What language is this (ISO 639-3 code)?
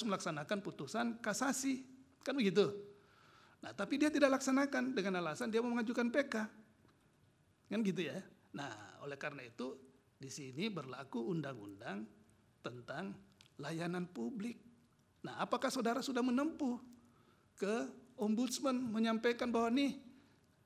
ind